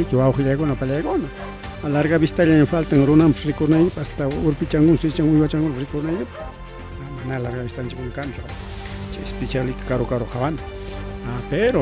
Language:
Ayacucho Quechua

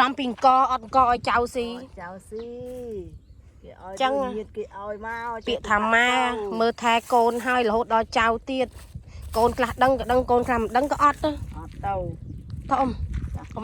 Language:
Khmer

